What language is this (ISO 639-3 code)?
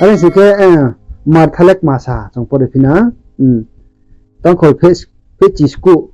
ria